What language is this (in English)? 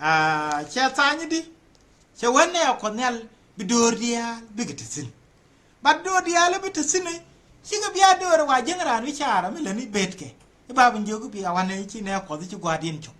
Nuer